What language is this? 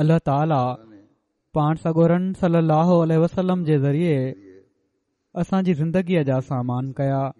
Sindhi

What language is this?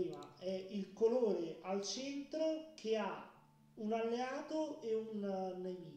Italian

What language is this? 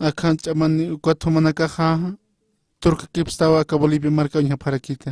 Aymara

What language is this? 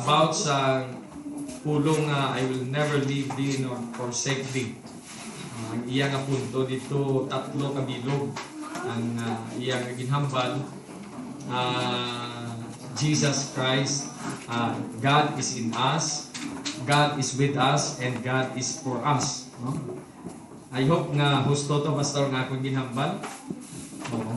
Hiligaynon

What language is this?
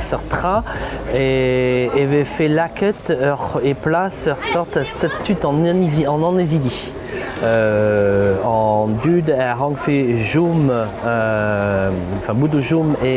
Breton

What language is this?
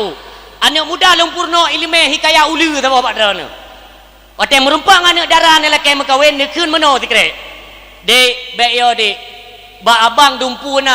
Achinese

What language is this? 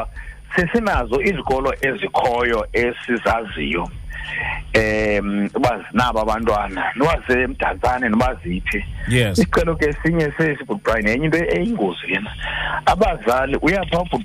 Xhosa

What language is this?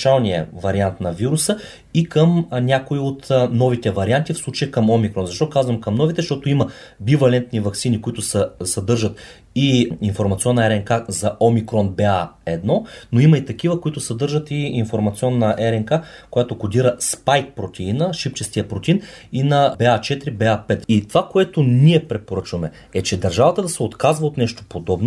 Bulgarian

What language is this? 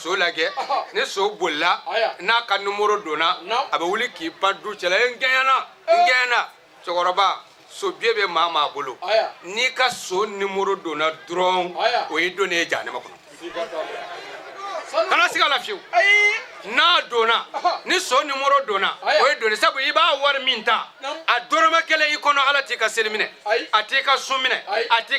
Bambara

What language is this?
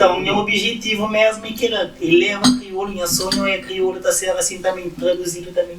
Kabuverdianu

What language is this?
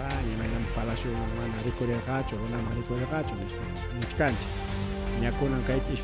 Ayacucho Quechua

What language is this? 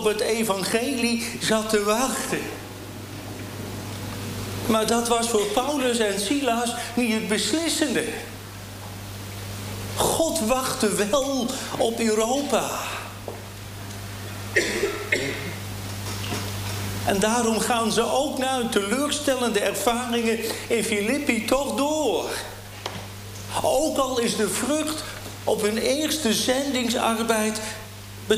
Dutch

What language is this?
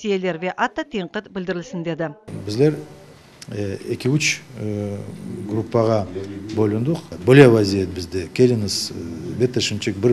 Crimean Tatar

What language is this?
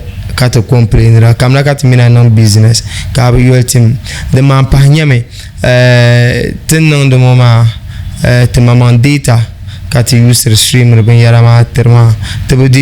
Dagbani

